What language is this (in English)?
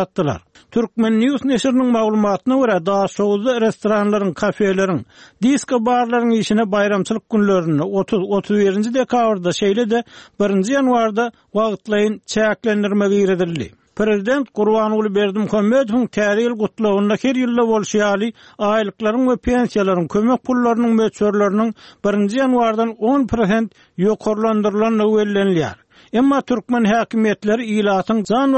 Turkmen